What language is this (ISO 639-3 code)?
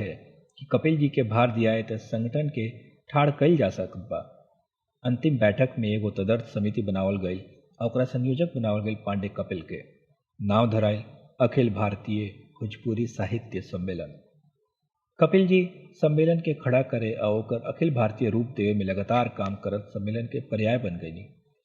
bho